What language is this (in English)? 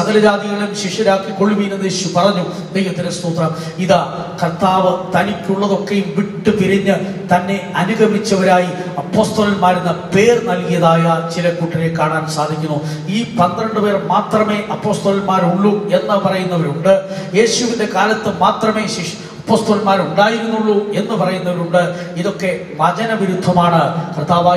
Malayalam